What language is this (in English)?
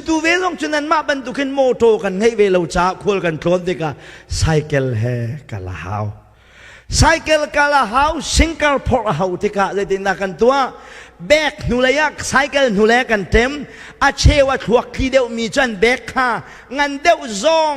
Hakha Chin